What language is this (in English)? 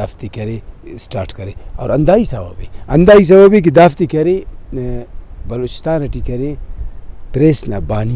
Brahui